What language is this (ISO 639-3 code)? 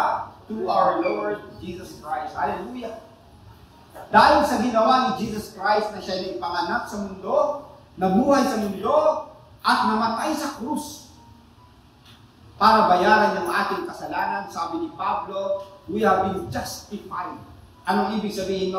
fil